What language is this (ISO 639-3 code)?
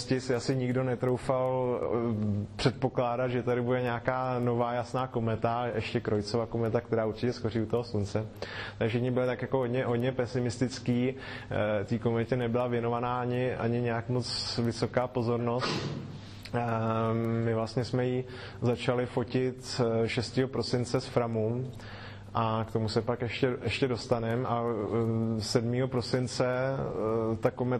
ces